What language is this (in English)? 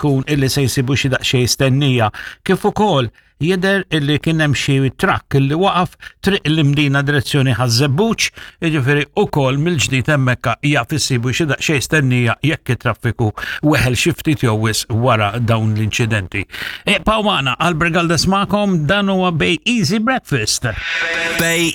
Maltese